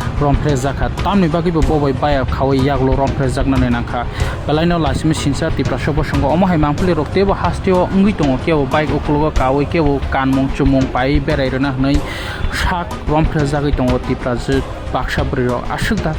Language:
Kok Borok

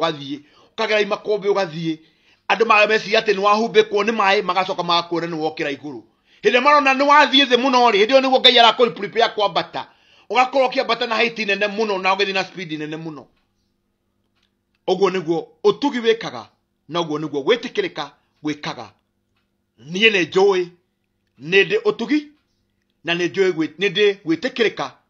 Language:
Kikuyu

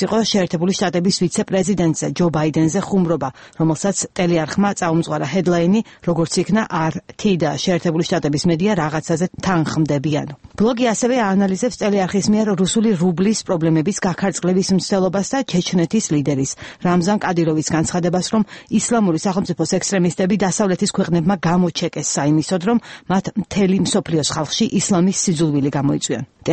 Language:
Georgian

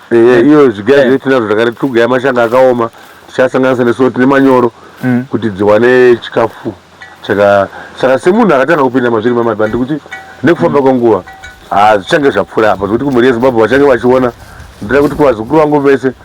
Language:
Shona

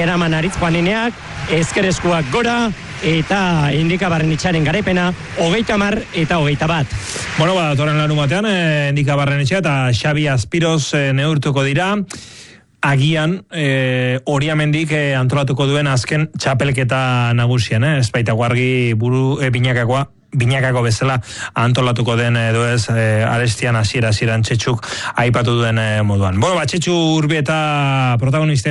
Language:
Basque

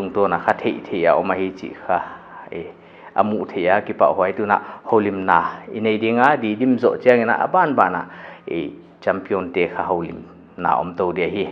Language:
Paite Chin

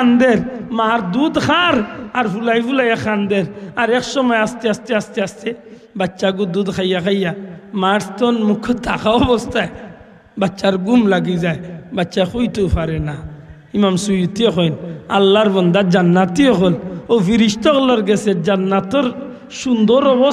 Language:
Sylheti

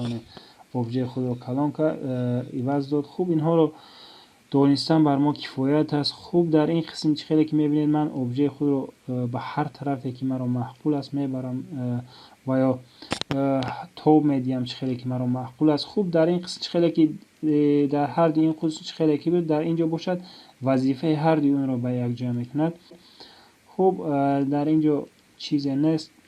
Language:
Tajik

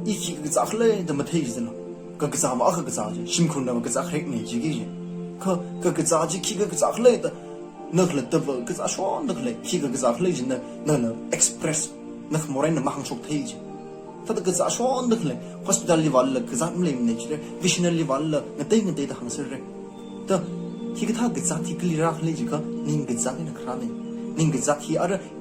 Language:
Tangkhul Naga (India)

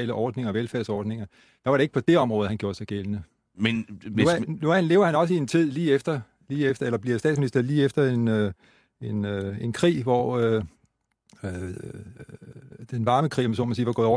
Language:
Danish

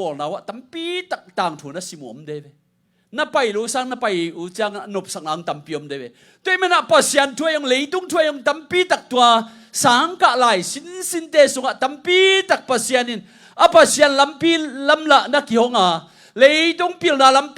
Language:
Tedim Chin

